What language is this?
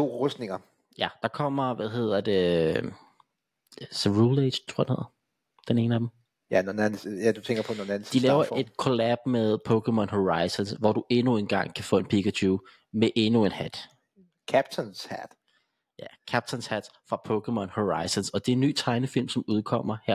Danish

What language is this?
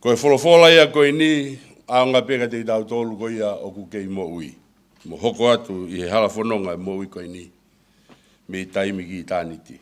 Tongan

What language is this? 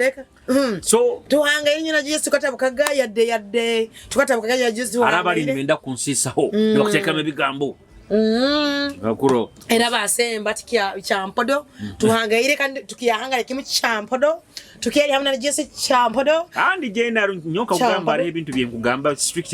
Nyoro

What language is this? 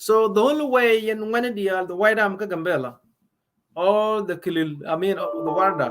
Nuer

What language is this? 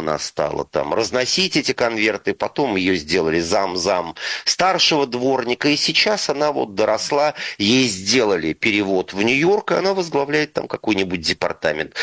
Russian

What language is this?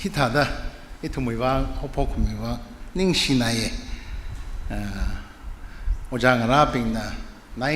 Tangkhul Naga (India)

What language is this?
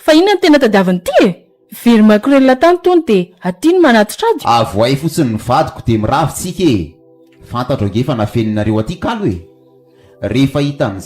Malagasy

